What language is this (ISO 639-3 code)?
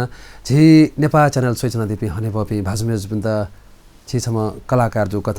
new